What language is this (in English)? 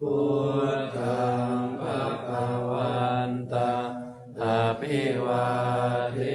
Pali